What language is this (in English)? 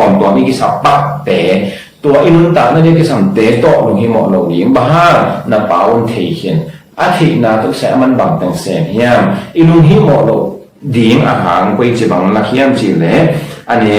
Tedim Chin